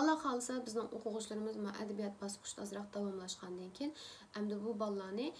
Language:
Uyghur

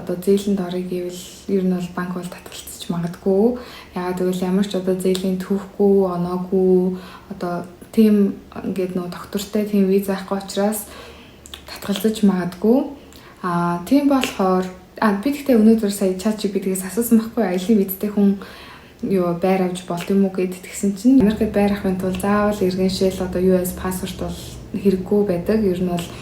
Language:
Mongolian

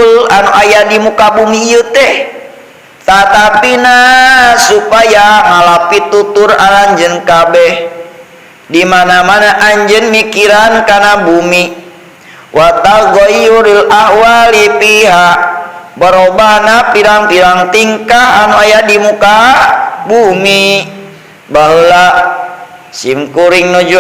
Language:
Sundanese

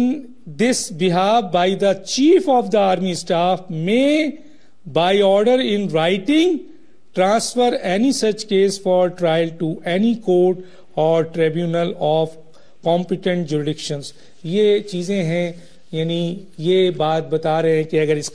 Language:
Urdu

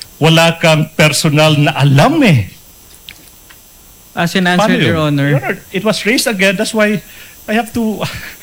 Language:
Filipino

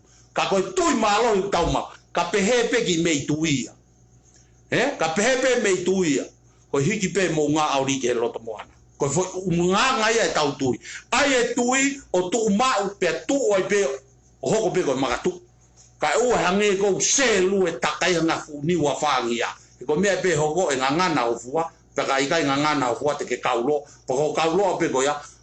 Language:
Tongan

